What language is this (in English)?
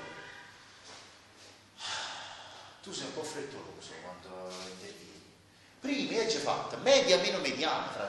Italian